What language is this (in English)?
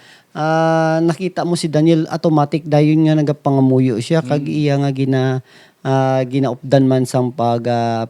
Hiligaynon